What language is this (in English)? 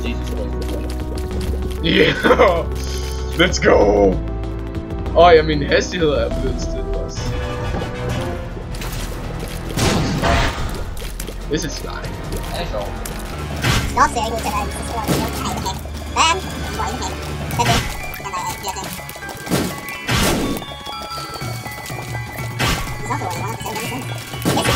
Danish